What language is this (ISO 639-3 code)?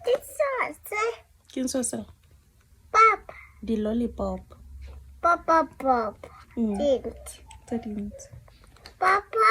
tsn